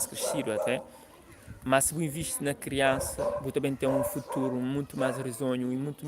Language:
Kabuverdianu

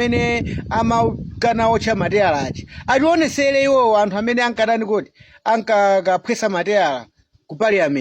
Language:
Nyanja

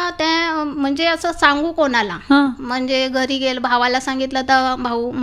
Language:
Marathi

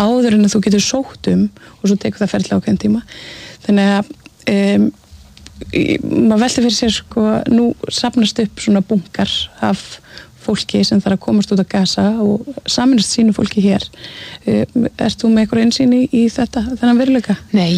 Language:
Icelandic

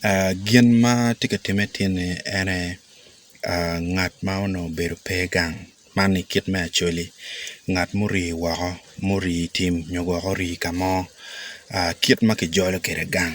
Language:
Acoli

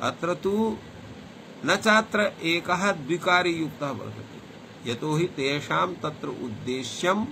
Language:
Sanskrit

